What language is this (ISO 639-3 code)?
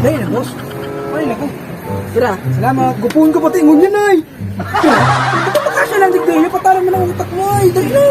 bik